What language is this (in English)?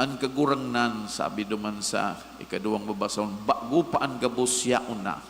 Bikol